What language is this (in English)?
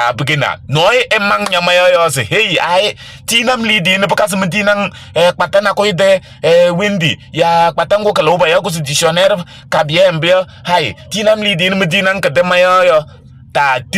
Kabiyè